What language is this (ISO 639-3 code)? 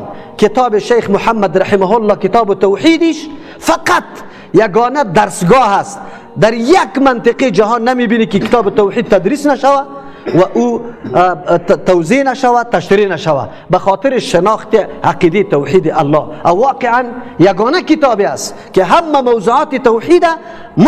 fas